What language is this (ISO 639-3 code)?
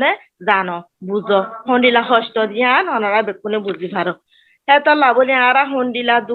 rhg